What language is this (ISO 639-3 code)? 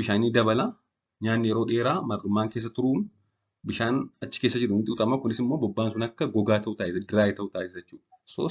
orm